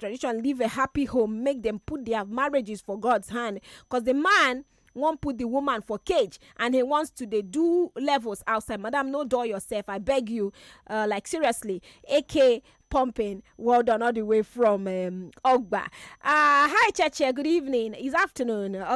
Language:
Nigerian Pidgin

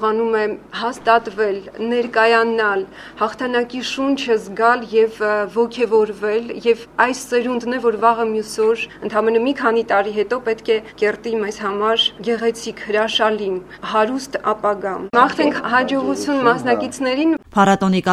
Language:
Armenian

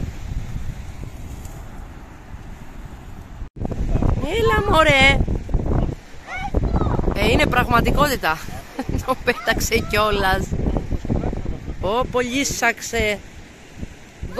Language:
Greek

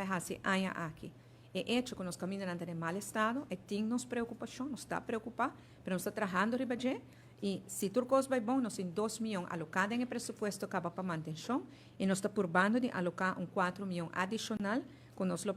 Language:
Papiamento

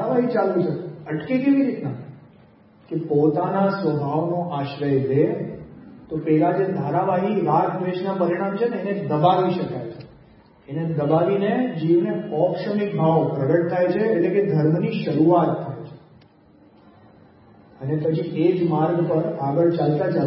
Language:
Gujarati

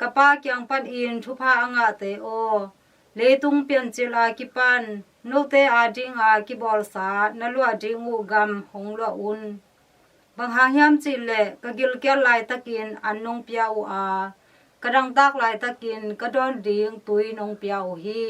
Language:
Tedim Chin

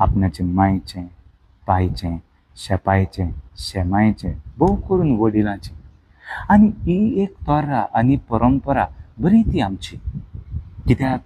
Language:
Konkani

